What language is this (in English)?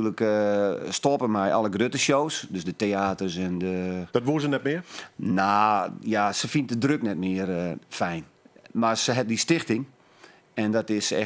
Western Frisian